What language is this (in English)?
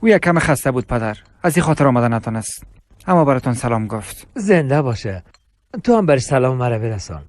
Persian